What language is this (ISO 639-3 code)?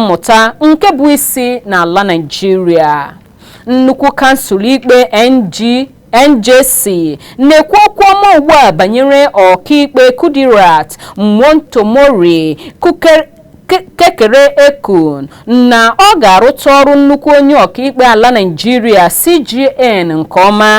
ibo